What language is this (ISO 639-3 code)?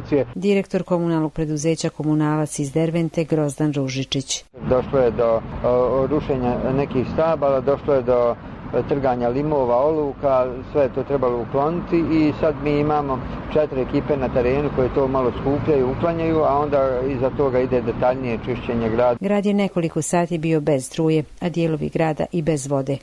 hrv